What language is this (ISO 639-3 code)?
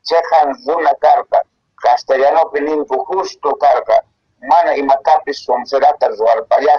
que